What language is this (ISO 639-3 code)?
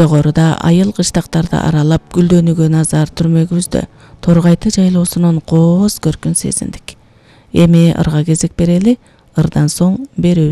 kir